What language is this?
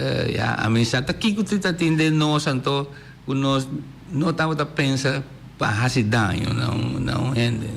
Papiamento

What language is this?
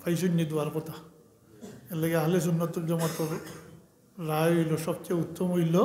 Sylheti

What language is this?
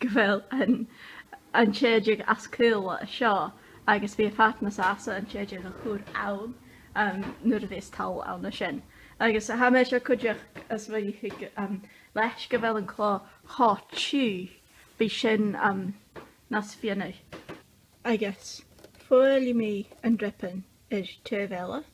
Scottish Gaelic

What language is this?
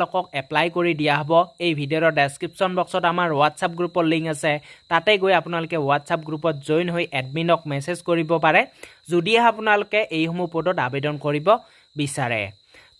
Assamese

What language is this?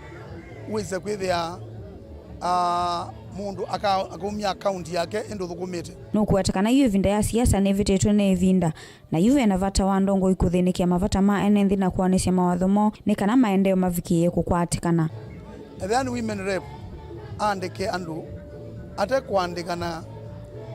Kamba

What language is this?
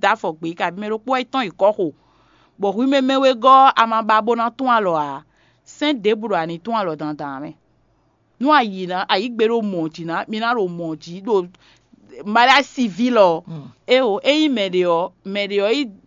Fon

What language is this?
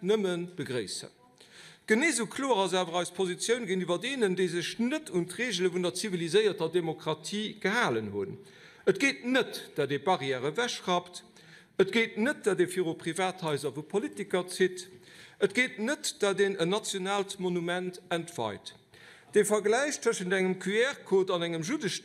Luxembourgish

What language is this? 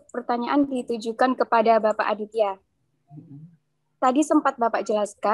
Indonesian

